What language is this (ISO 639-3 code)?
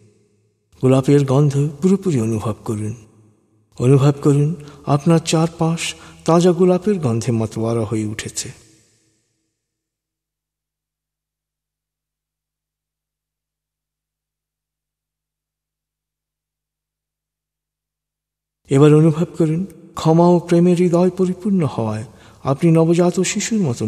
ben